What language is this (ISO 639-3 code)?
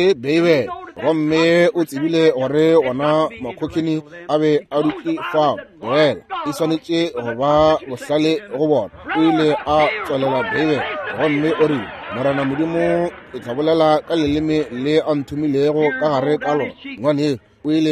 nso